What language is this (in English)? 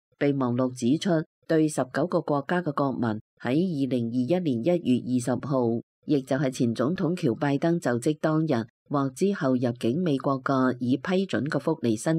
Cantonese